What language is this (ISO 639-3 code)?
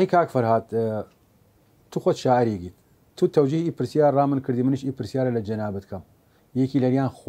sdh